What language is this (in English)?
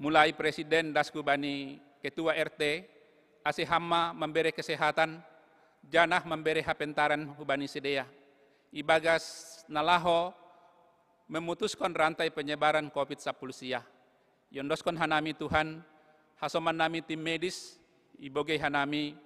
Batak Simalungun